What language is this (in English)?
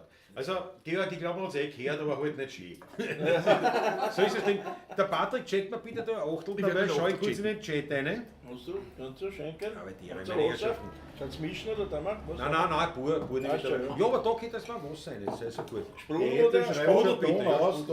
Bavarian